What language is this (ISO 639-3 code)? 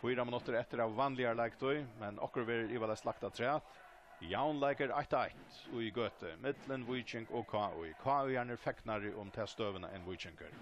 fao